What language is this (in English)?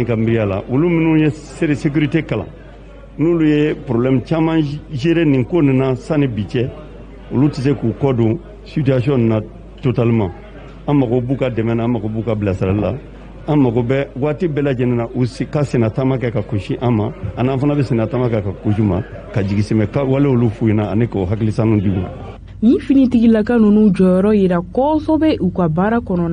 Bambara